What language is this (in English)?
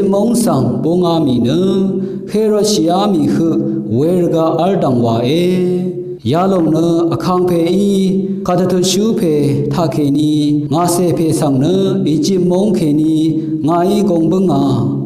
Rawang